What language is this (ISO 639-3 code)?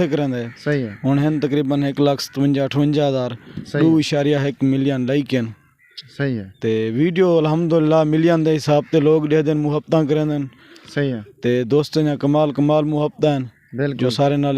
skr